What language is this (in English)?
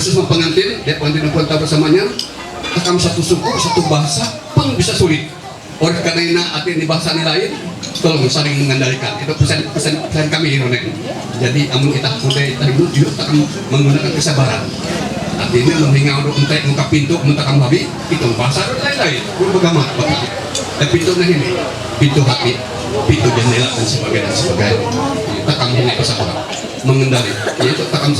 Ma'anyan